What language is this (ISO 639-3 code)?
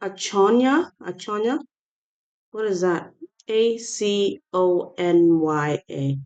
ach